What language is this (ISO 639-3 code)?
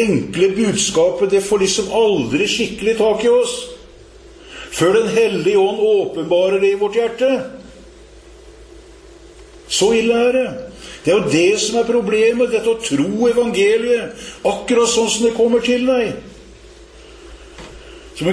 nor